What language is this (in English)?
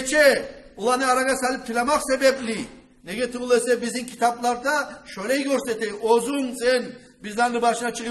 Kumyk